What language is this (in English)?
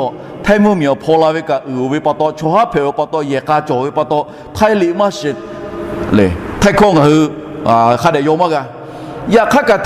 Lahu